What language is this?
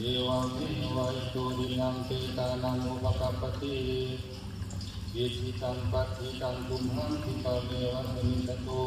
Pali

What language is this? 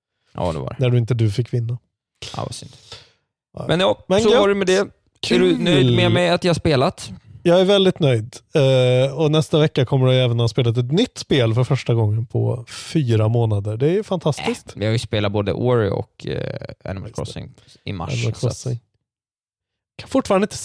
Swedish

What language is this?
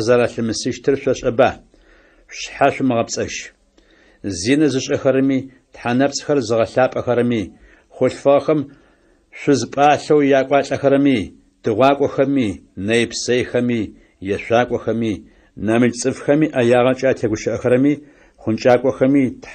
Adyghe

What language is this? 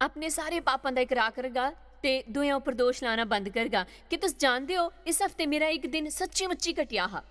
Dogri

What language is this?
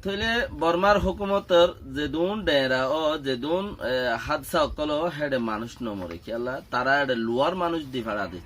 Rohingya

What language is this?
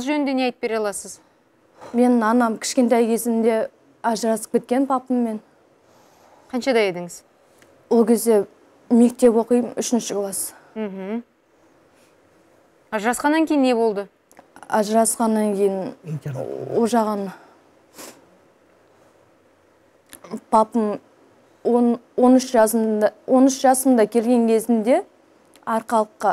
Kazakh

